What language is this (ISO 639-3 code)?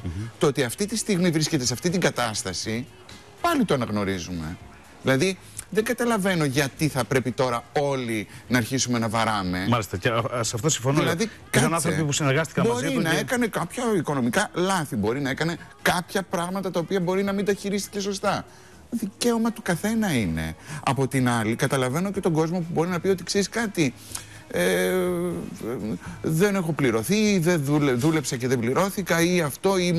ell